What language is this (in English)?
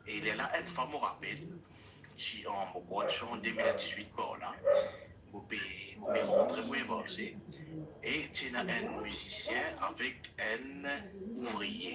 Morisyen